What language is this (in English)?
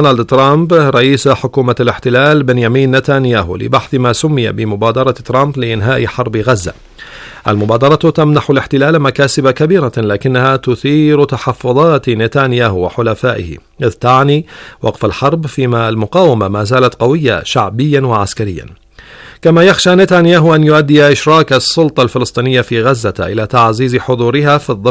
Arabic